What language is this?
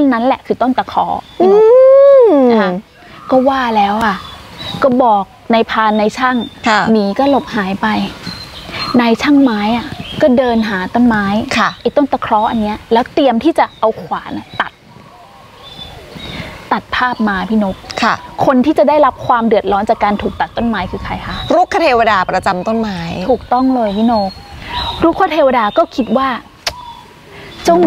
Thai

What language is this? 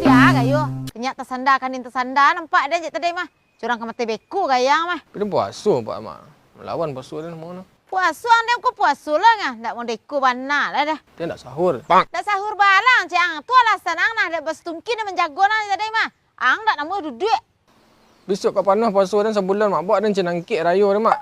Minangkabau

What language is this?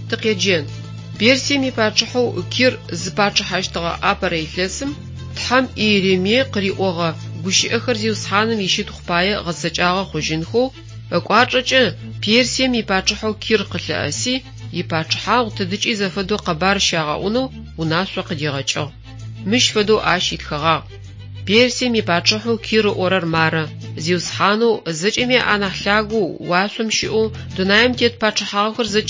Adyghe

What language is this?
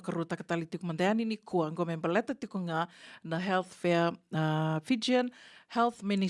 Fijian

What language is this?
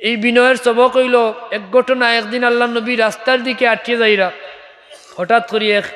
Sylheti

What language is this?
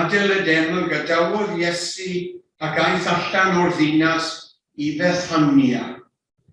Welsh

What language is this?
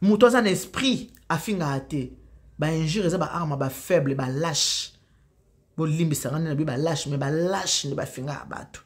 Lingala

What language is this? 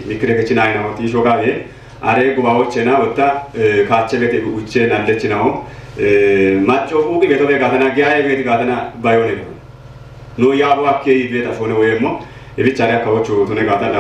Kafa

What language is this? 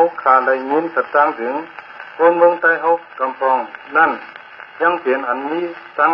Shan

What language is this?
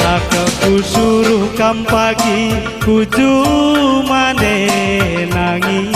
Batak Karo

